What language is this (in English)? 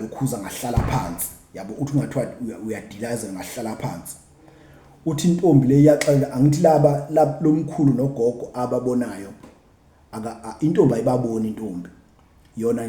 Zulu